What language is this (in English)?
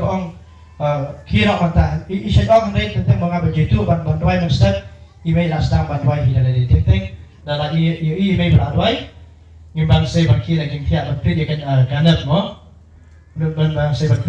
Khasi